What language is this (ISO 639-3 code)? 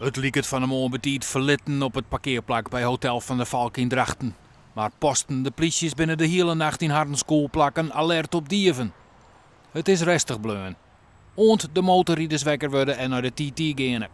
fry